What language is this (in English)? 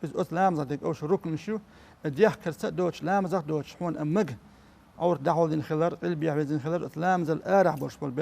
Chechen